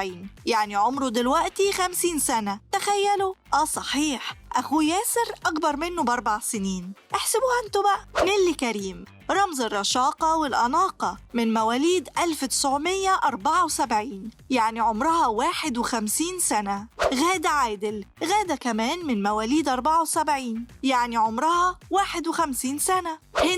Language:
Egyptian Arabic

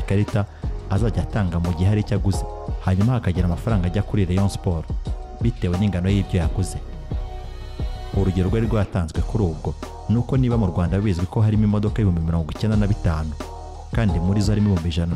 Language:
Kinyarwanda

